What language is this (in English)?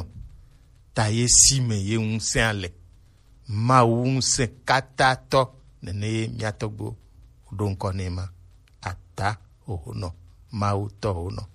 Gen